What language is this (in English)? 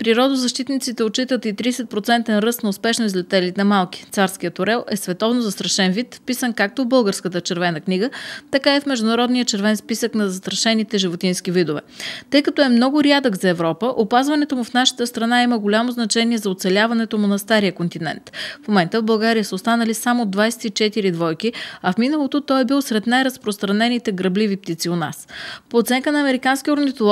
Bulgarian